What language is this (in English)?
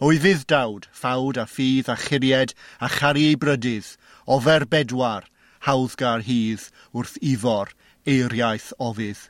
Welsh